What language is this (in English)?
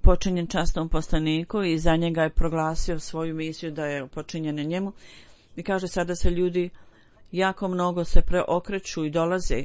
Bosnian